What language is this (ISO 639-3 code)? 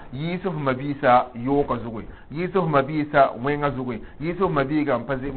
mos